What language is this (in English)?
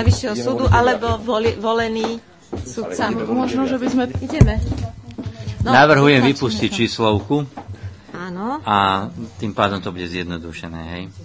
Slovak